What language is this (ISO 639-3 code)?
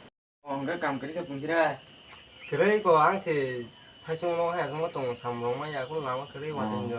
trp